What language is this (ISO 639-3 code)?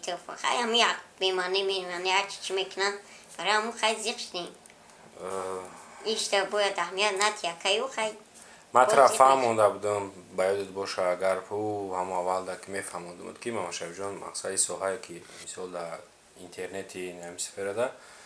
tgk